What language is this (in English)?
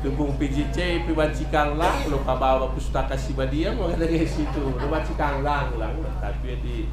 Batak Karo